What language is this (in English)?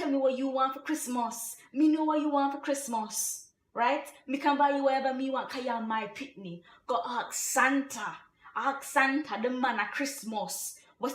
Jamaican Creole English